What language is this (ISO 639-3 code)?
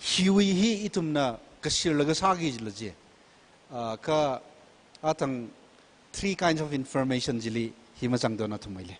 nmf